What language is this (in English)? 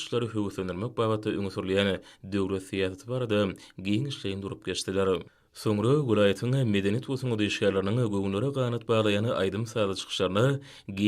Turkmen